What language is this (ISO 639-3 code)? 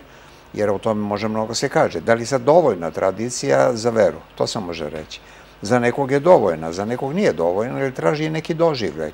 srp